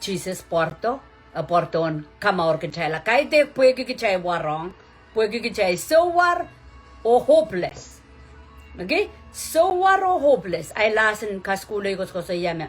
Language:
Pohnpeian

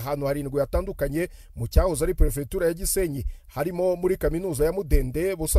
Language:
Kinyarwanda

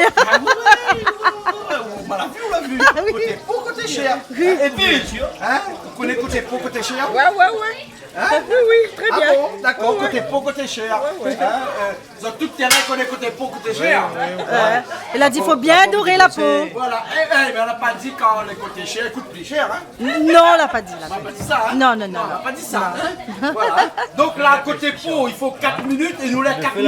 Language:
Réunion Creole French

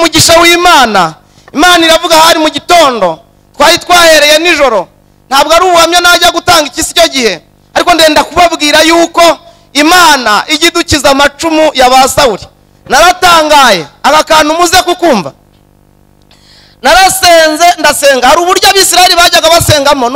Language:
Kinyarwanda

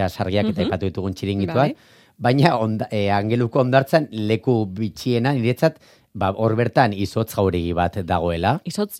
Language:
Basque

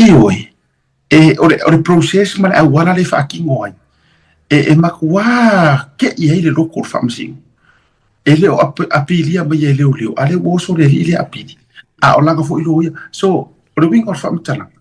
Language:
Samoan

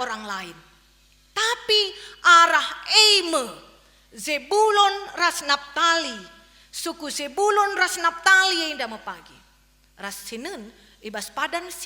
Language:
Batak Karo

